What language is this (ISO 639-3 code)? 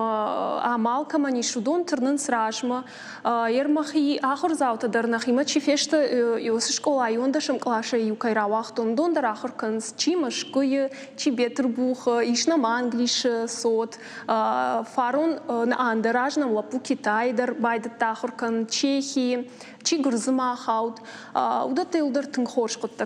oss